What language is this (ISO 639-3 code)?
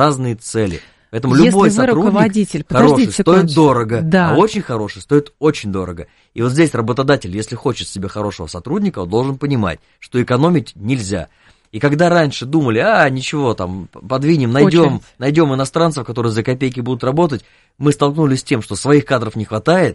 rus